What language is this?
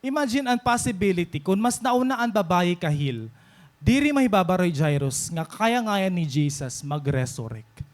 Waray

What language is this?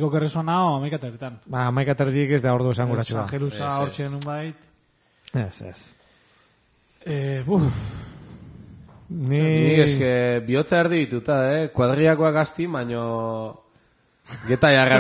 Basque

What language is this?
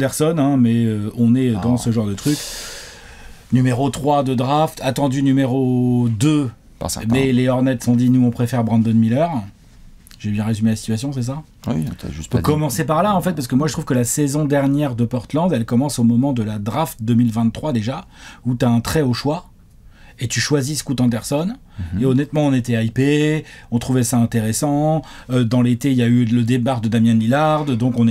French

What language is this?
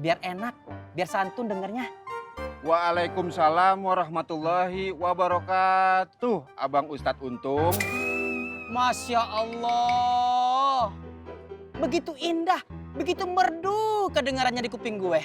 Betawi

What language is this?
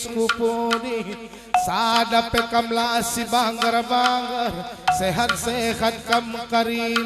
Batak Karo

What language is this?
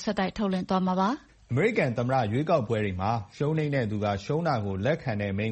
Burmese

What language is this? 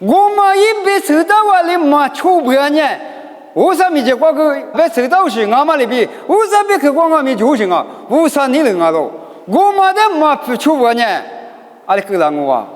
Lisu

